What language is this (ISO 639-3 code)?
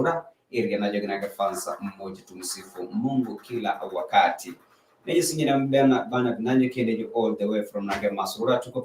mas